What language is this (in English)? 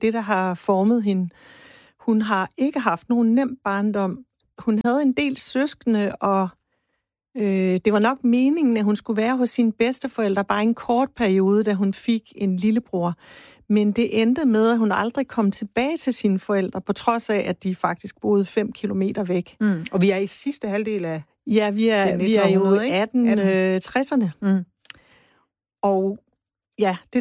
Danish